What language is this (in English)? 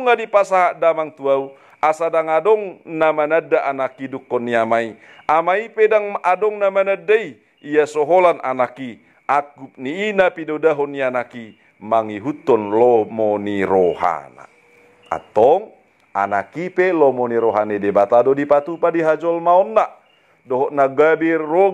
Batak Toba